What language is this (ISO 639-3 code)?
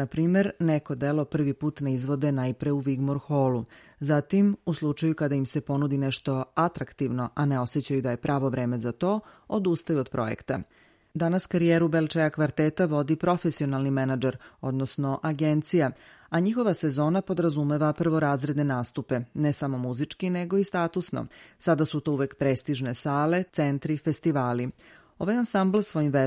srp